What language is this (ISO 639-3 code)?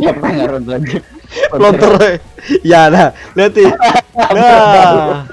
bjn